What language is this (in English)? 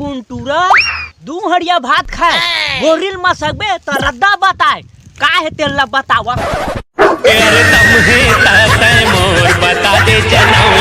Chhattisgarhi